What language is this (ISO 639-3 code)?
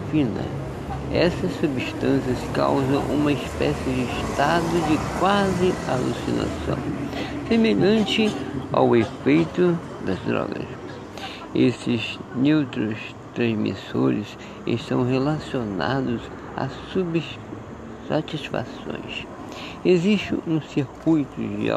por